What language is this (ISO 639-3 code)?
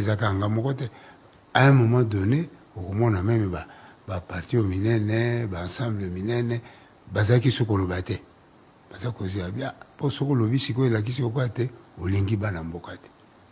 lin